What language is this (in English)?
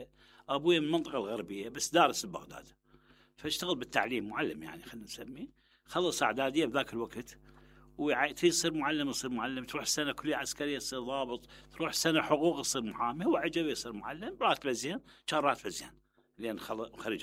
Mesopotamian Arabic